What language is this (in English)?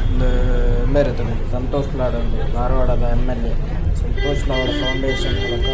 Tulu